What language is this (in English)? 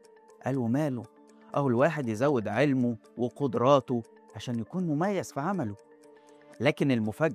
Egyptian Arabic